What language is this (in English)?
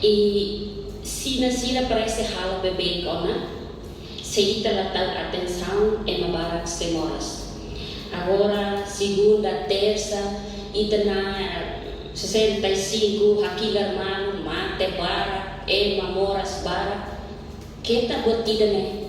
Tetum